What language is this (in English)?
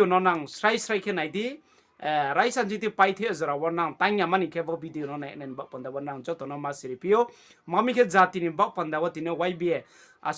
Riang (India)